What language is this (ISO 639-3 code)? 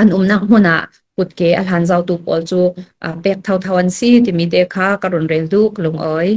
cfm